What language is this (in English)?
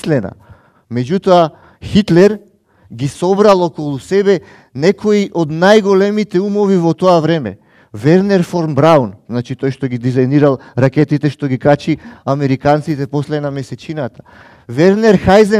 Macedonian